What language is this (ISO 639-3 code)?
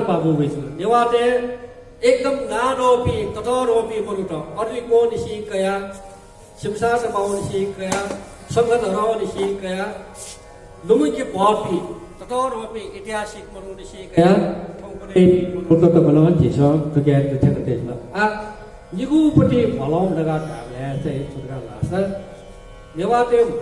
new